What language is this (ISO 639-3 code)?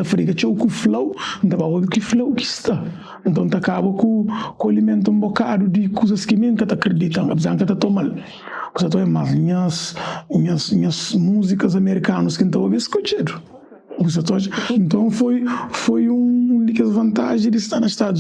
kea